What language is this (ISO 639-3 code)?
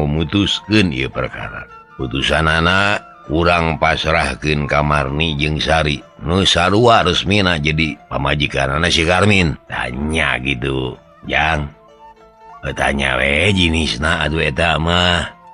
sun